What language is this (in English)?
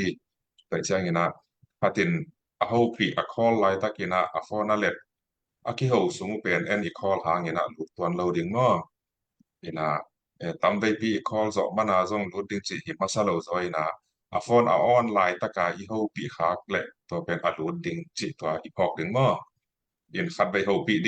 Tedim Chin